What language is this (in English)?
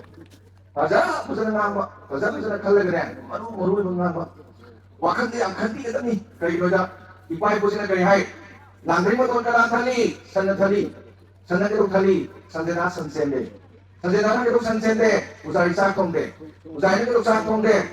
Manipuri